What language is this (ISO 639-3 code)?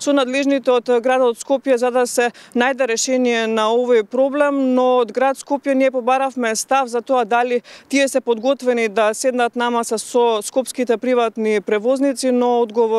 mkd